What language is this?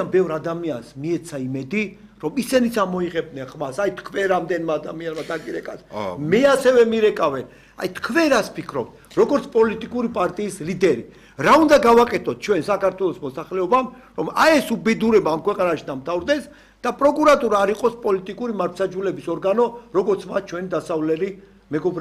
Georgian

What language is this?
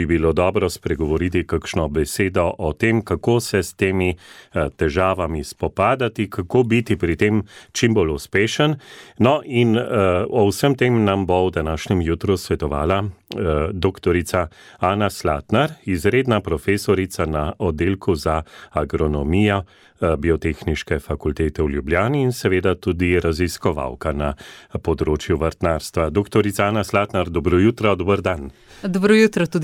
Slovenian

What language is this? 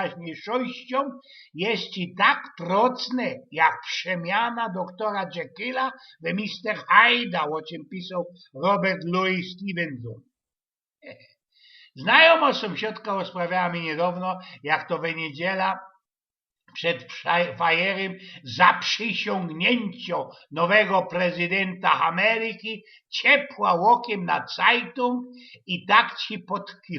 Silesian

